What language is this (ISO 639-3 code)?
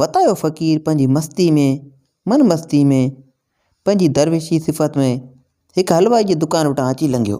snd